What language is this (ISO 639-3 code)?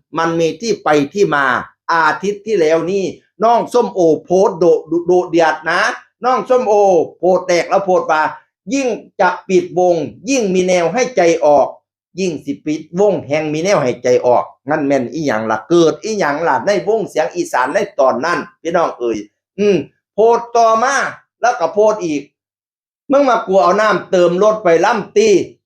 tts